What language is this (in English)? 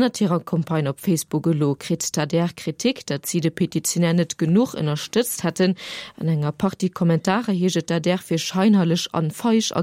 Luxembourgish